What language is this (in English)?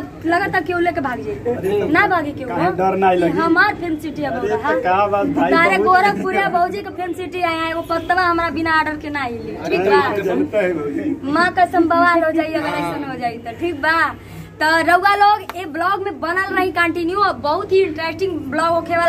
Bhojpuri